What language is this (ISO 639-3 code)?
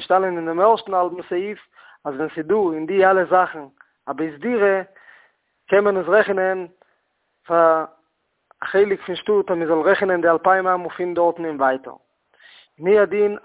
yid